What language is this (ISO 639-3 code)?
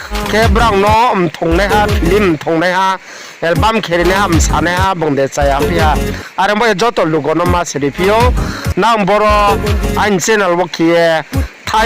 ria